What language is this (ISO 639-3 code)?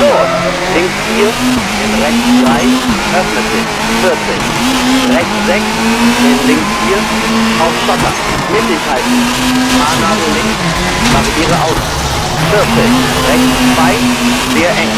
bar